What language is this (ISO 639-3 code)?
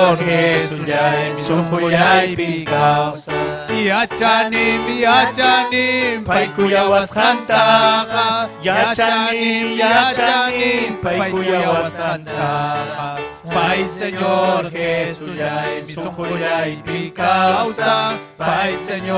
quy